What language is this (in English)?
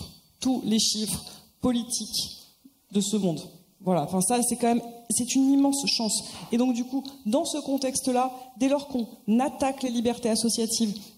French